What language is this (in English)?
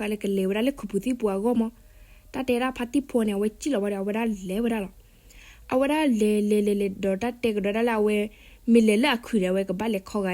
S'gaw Karen